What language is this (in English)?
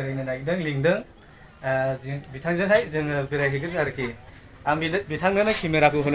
Bodo